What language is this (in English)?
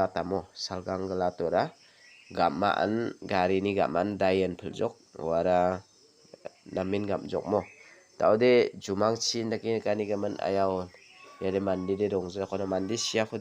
Garo